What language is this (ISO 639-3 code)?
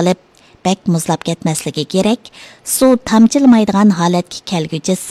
uig